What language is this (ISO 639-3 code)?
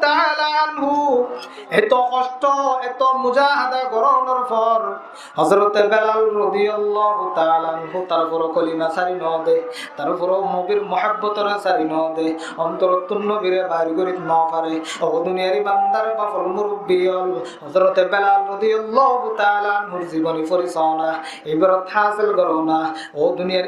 rhg